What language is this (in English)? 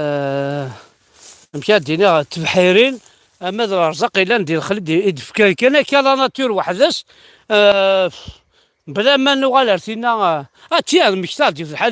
Kabyle